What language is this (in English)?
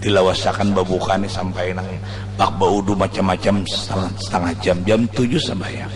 Banjar